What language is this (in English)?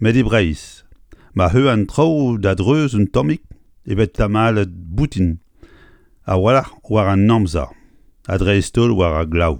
Breton